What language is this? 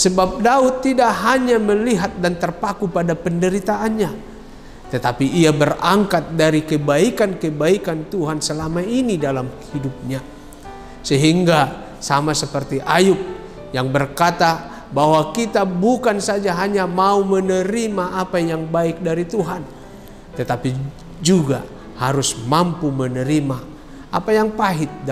Indonesian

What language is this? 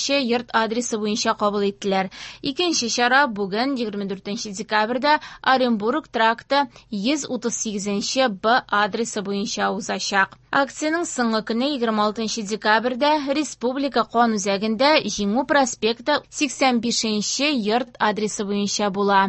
Tatar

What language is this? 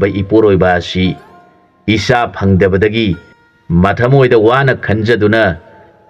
Manipuri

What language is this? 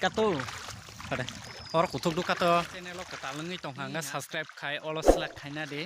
Kok Borok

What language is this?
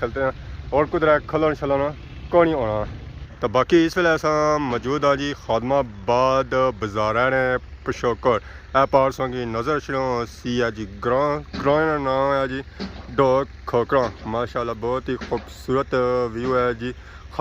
Pahari-Potwari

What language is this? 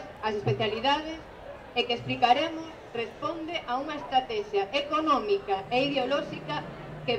Galician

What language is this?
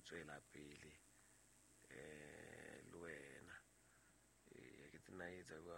Southern Sotho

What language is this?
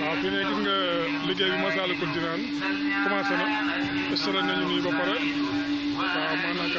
Wolof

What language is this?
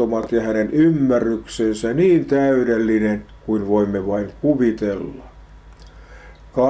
Finnish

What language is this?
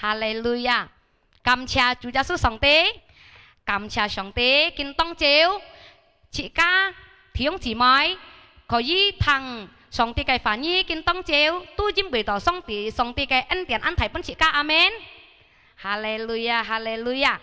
Hakka Chinese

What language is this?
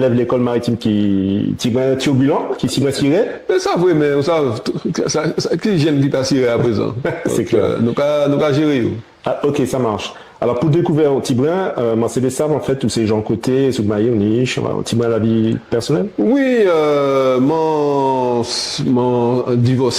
Guadeloupean Creole French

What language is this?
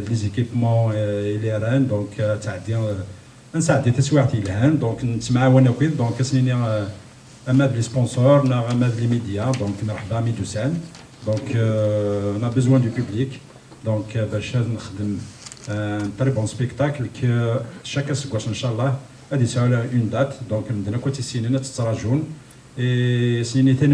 Kabyle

